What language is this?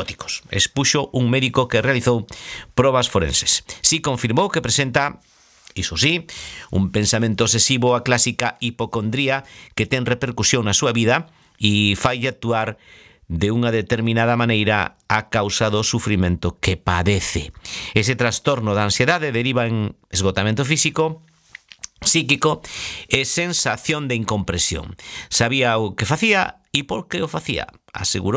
Galician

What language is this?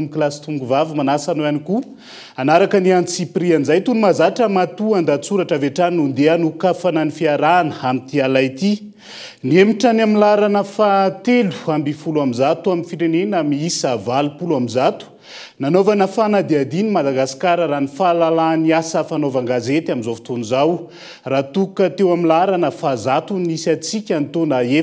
Malagasy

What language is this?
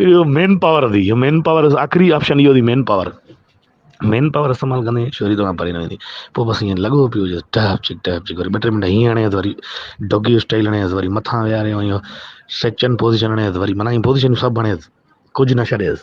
Sindhi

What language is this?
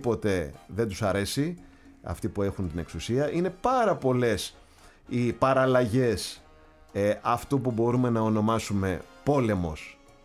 Greek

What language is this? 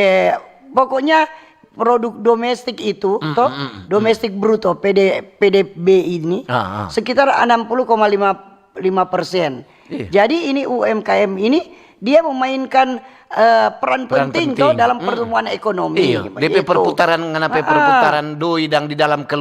Manado Malay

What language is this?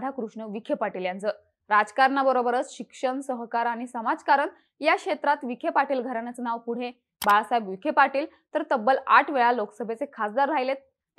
Marathi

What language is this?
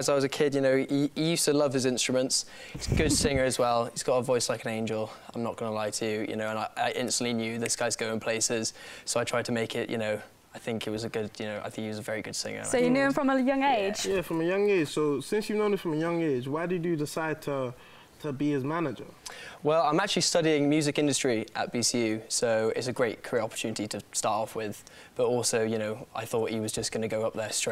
English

